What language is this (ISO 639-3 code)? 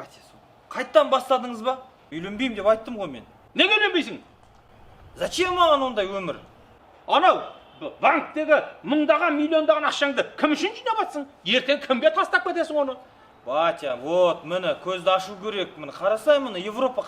kaz